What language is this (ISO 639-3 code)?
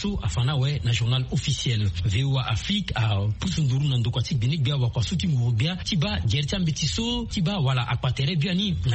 sag